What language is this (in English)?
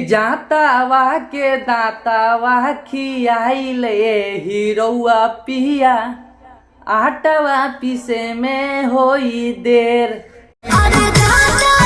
Bhojpuri